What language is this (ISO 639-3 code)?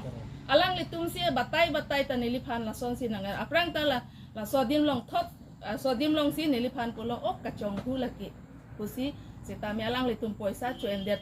mjw